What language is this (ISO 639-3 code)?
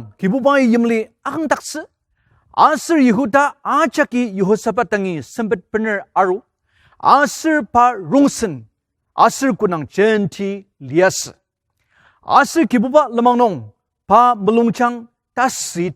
njo